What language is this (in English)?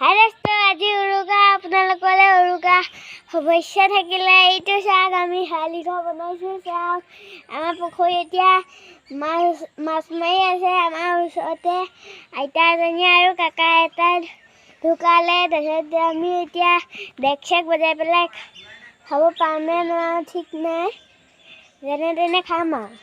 Assamese